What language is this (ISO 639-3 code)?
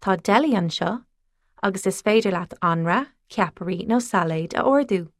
gle